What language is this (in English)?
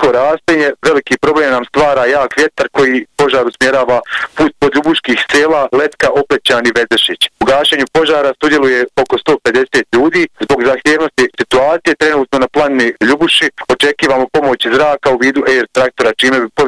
Bosnian